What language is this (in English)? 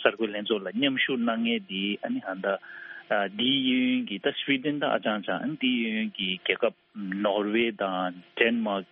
Tibetan